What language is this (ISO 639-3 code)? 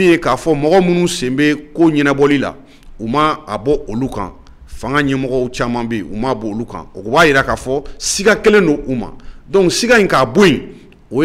bam